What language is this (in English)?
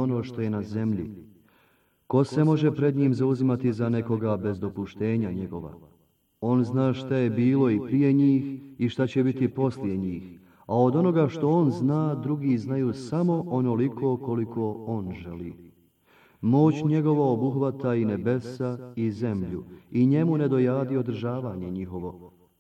Bosnian